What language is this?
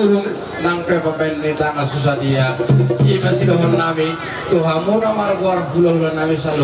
Batak Toba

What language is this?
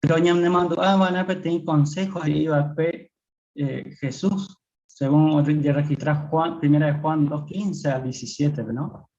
Guarani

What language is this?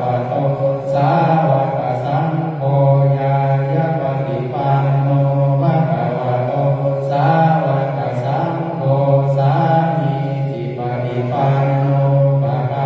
Pali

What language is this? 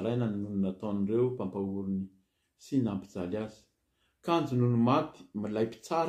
Malagasy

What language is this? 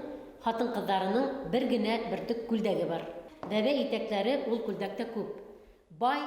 Bashkir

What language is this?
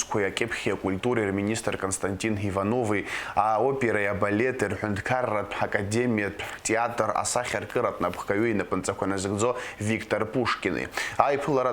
Abkhazian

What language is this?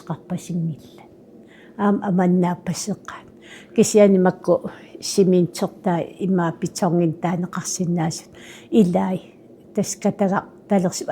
Kalaallisut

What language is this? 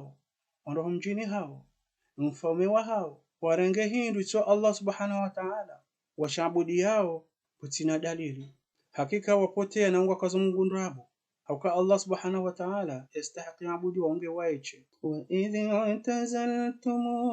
Ngazidja Comorian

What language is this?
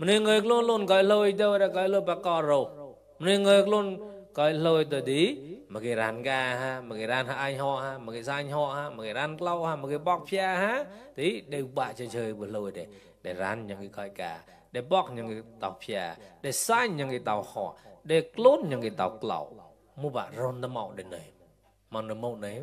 Mon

